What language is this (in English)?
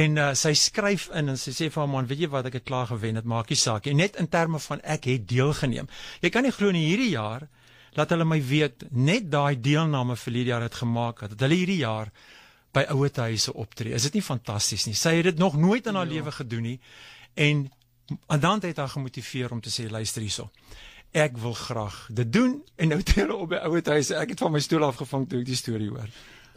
Afrikaans